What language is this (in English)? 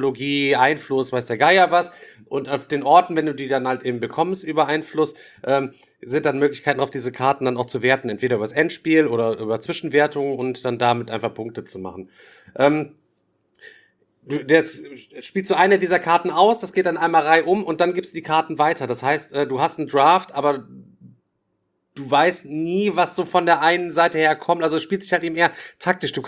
German